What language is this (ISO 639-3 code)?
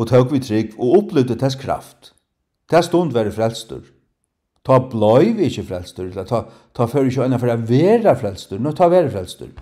fao